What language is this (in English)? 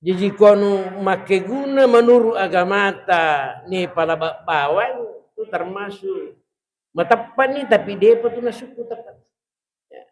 Buginese